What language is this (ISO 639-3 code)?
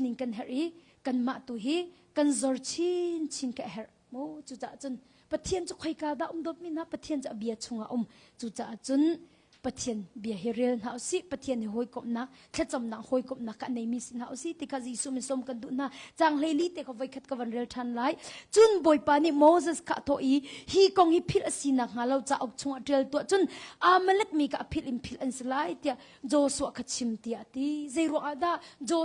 cnh